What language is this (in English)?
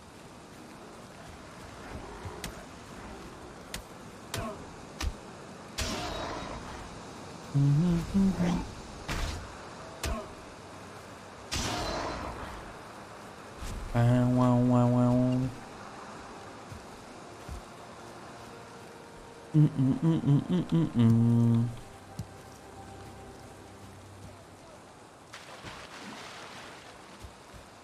Dutch